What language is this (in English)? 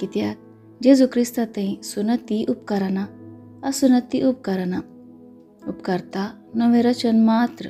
Konkani